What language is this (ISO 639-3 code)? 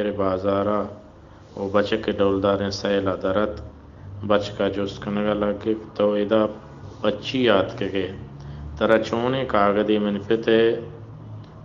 bal